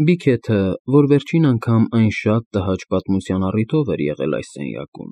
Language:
Armenian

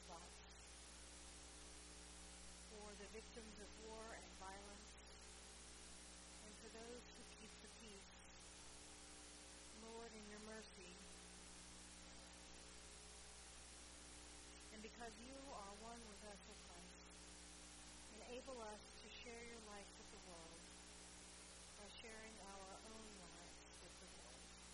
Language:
English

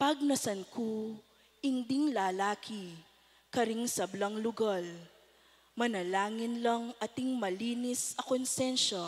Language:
Pampanga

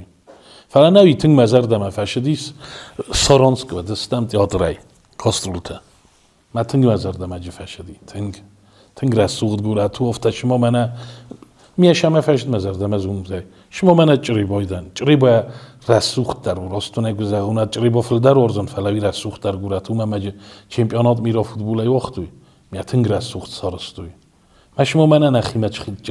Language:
Ossetic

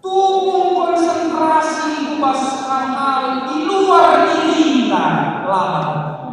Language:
Batak Karo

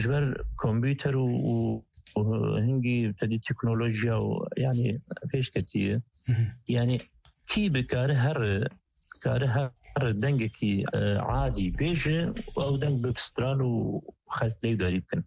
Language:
Kurdish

